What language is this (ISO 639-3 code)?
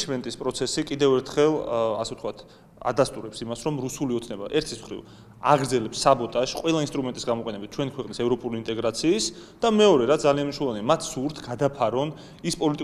kat